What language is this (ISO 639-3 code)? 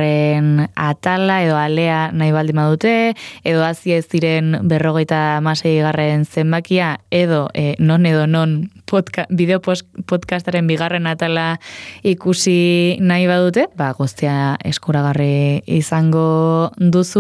eus